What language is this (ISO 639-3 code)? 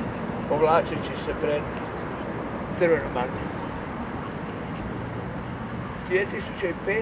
hrv